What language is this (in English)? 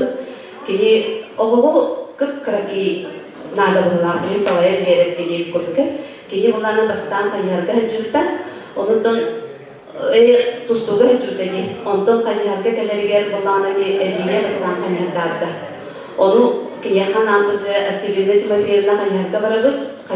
Yakut